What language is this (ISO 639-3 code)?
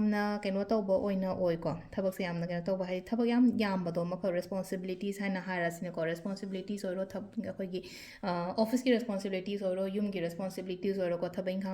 mni